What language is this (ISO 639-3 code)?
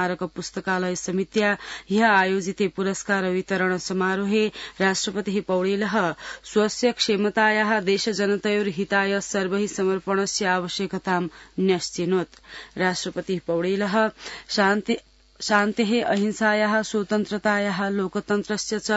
san